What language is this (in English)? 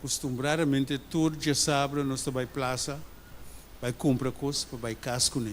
Papiamento